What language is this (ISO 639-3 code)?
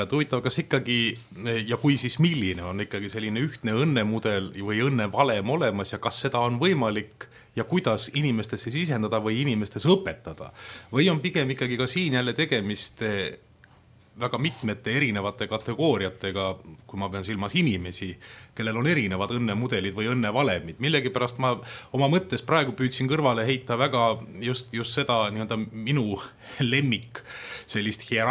est